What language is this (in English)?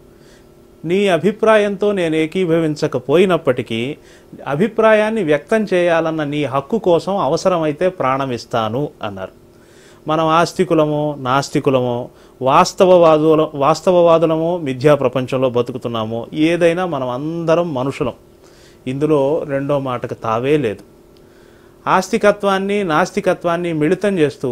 Telugu